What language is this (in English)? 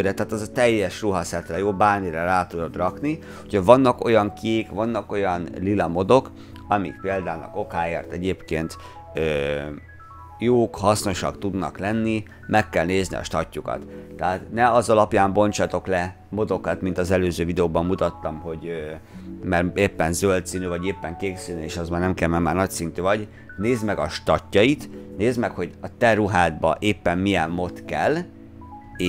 Hungarian